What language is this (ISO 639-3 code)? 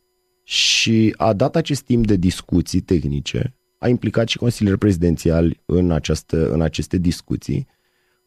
ron